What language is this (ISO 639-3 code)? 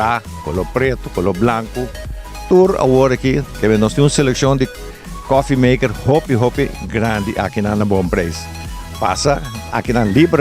pap